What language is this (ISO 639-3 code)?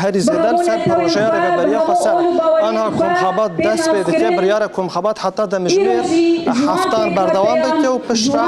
kur